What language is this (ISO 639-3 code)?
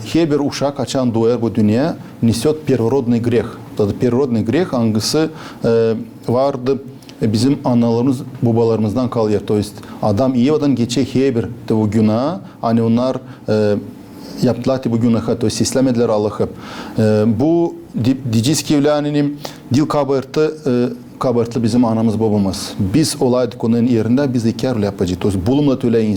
gag